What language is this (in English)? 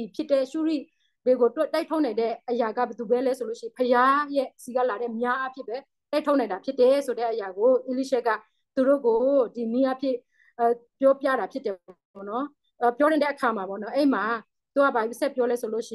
Burmese